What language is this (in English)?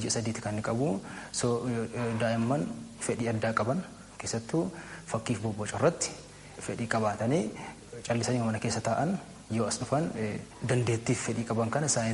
Oromo